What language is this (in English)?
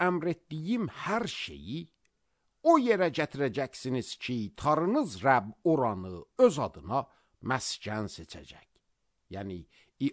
Azerbaijani